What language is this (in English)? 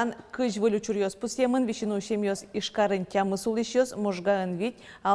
Udmurt